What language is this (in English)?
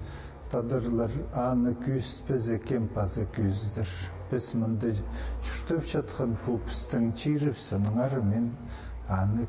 Khakas